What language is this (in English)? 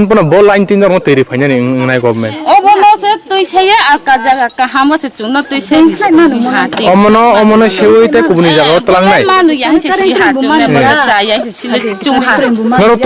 Kok Borok